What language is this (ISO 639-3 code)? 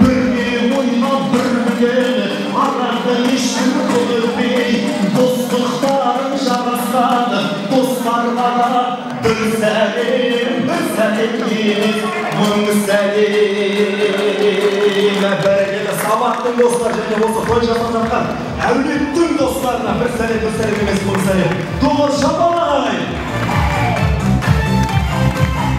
kaz